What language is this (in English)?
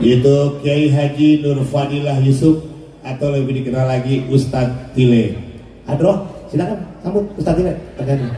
Betawi